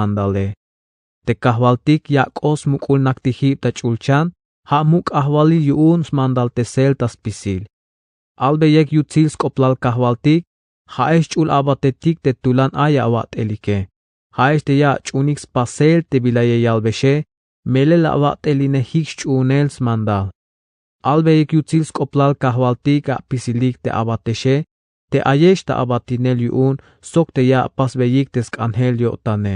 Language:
Tzeltal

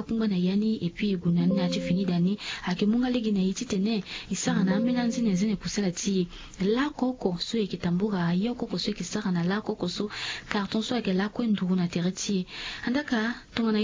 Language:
Sango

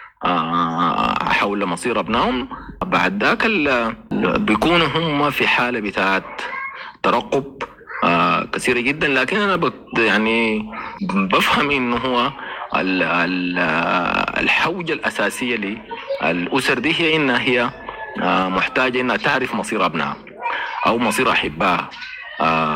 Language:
Sudanese Arabic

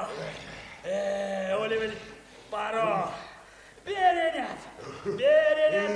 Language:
Erzya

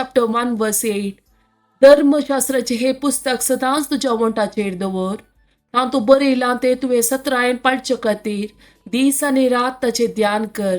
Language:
Konkani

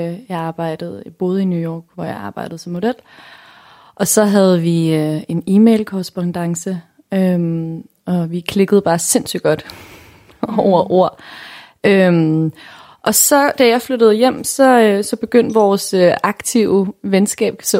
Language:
Danish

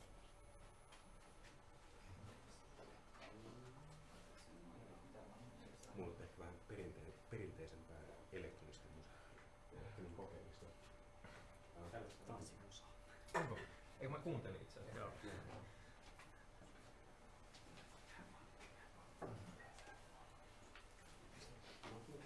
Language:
Finnish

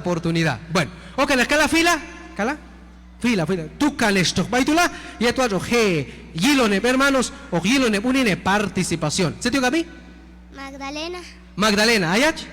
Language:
Q'anjob'al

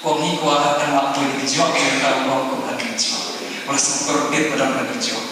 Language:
Khasi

